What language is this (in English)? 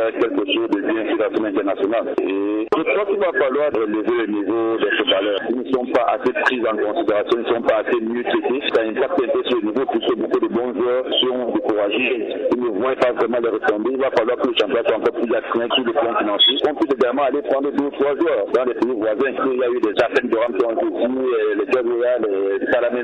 French